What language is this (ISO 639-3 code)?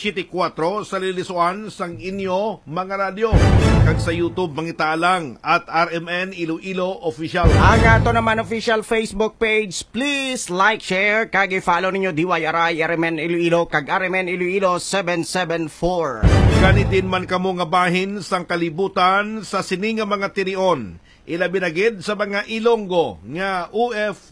hil